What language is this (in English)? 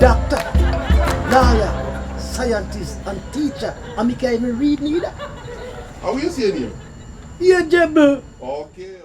Jamaican Creole English